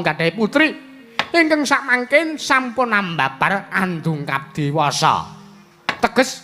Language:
Javanese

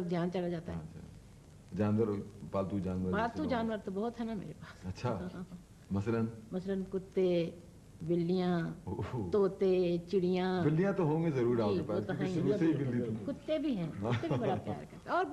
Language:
Urdu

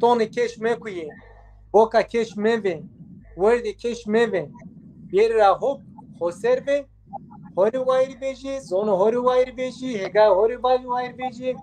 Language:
Zaza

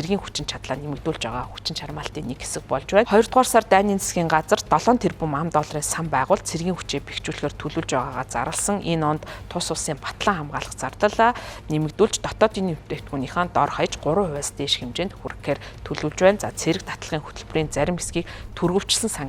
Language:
Mongolian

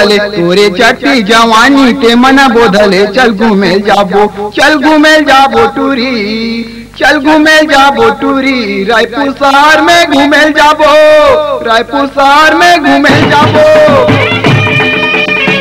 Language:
Chhattisgarhi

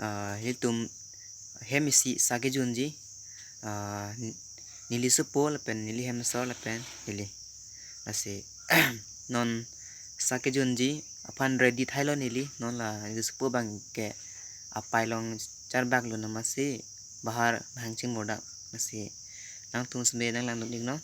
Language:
Karbi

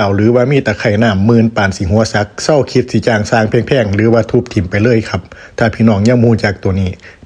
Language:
Lao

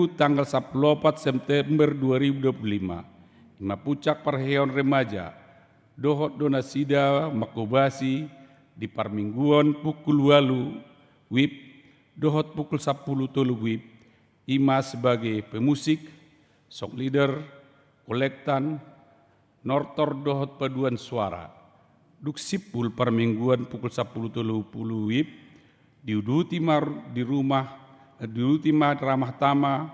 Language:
Batak Toba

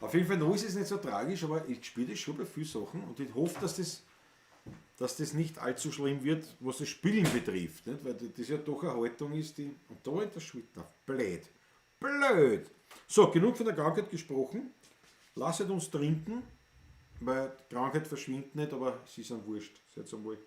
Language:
Bavarian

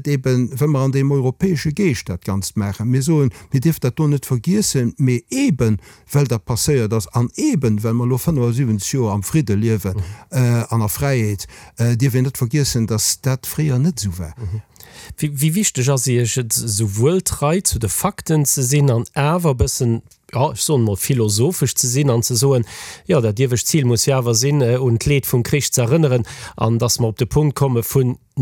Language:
Luxembourgish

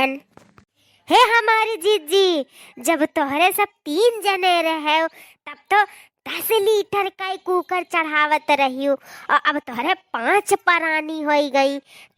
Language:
Awadhi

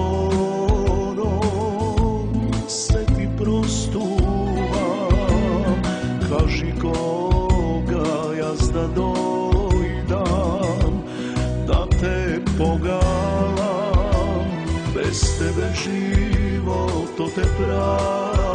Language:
Macedonian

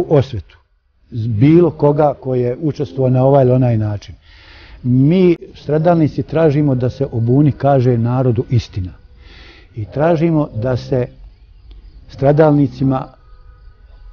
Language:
Bosnian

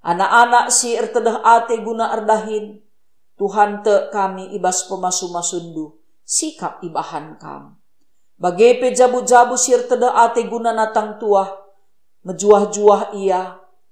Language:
Batak Karo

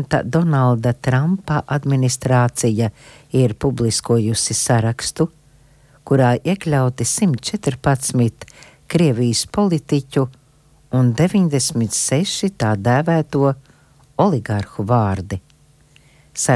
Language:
Latvian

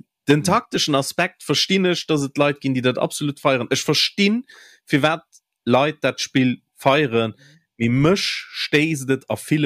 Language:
Luxembourgish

